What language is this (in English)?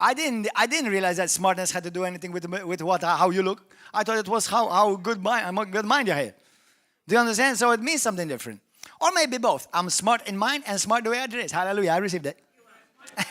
English